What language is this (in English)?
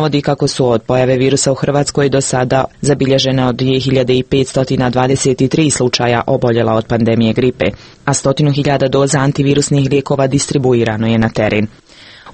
Croatian